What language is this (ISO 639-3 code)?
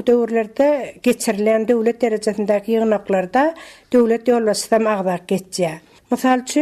tuk